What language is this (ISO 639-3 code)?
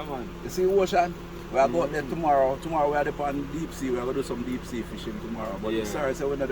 jam